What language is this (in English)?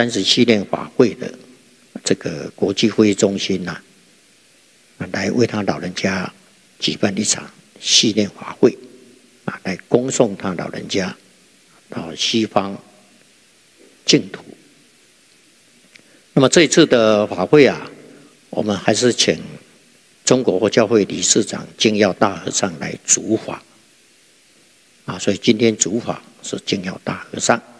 Chinese